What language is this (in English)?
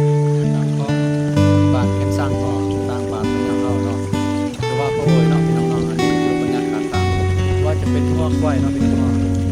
Lao